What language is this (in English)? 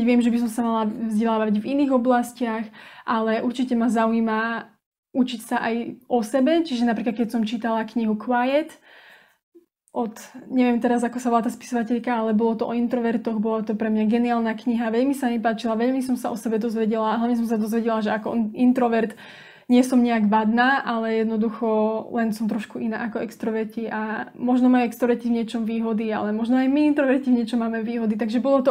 Slovak